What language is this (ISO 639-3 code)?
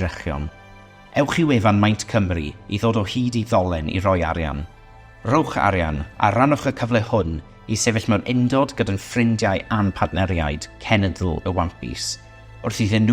cym